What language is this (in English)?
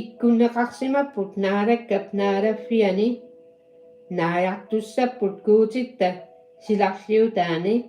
Kalaallisut